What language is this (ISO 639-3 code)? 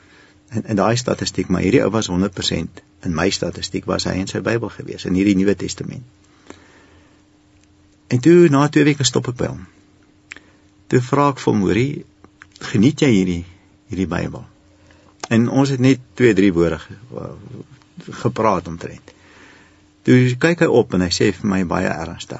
afr